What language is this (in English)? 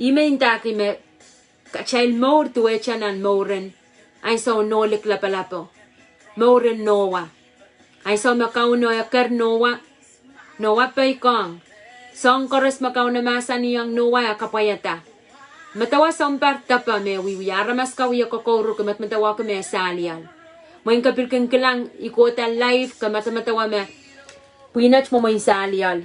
Pohnpeian